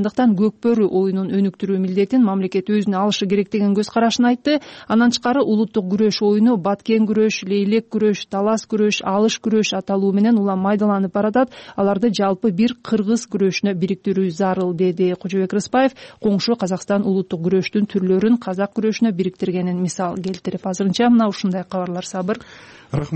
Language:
Kyrgyz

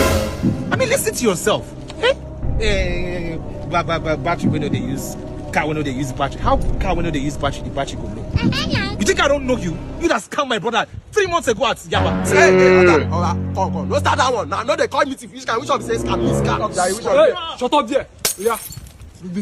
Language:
Nigerian Pidgin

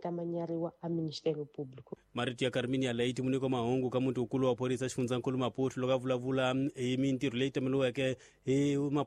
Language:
Tsonga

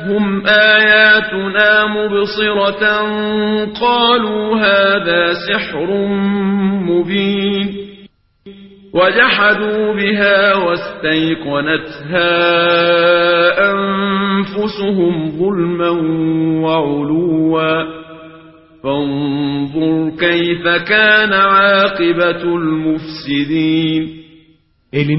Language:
Turkish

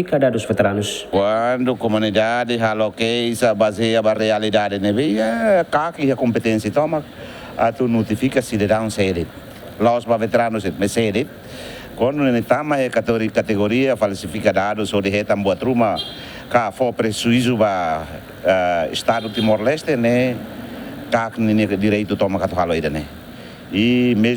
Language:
Tetum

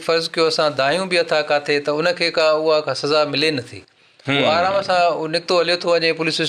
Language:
Sindhi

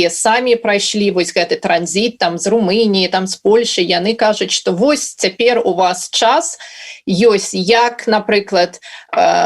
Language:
Belarusian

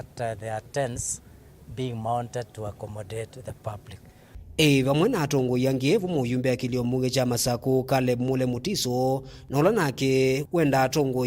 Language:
Kamba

